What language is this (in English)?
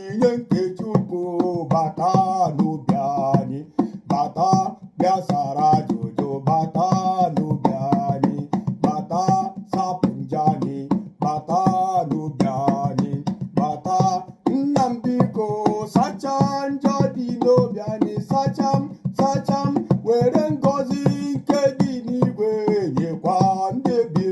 Igbo